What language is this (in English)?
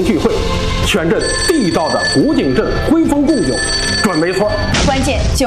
Chinese